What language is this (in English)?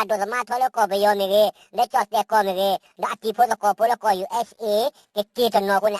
S'gaw Karen